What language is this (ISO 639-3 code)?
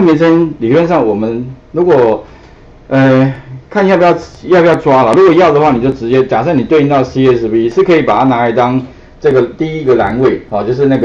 zho